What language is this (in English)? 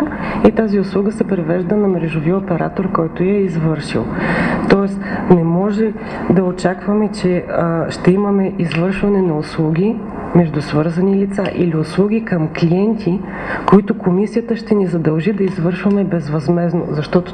Bulgarian